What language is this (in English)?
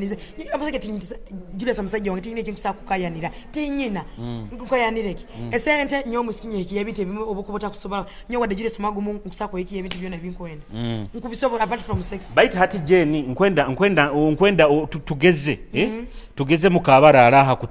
Nyoro